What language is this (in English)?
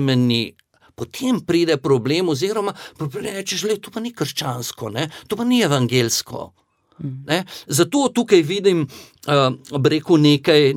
Slovenian